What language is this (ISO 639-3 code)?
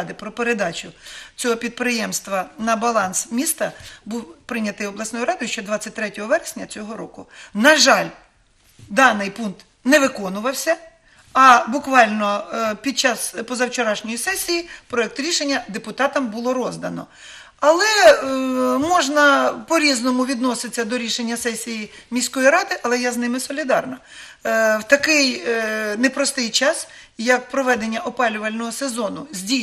ukr